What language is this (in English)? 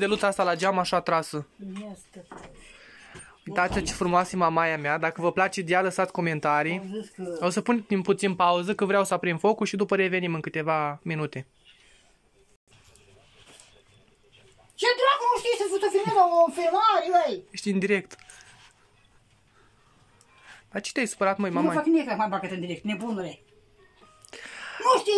Romanian